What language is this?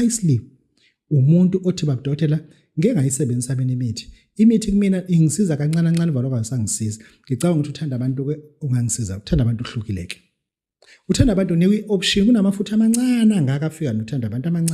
Zulu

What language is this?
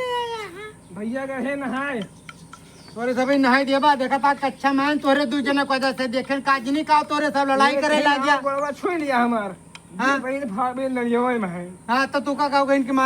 Awadhi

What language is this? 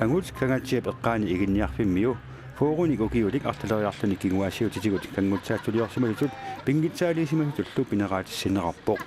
Kalaallisut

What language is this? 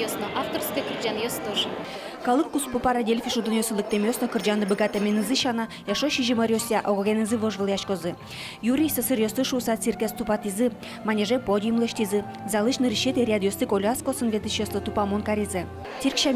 Udmurt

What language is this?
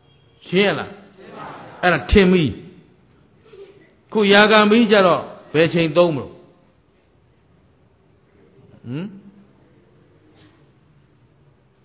Burmese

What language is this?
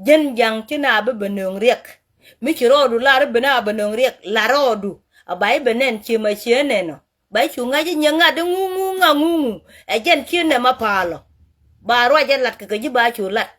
Nuer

